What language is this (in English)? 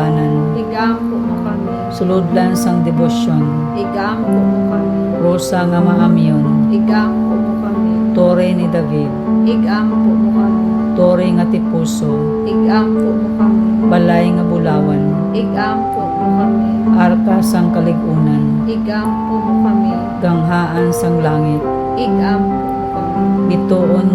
Hiligaynon